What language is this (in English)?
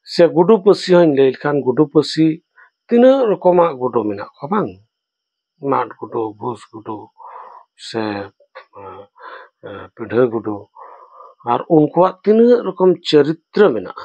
Santali